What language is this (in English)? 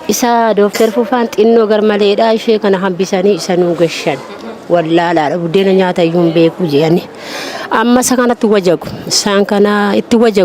Oromo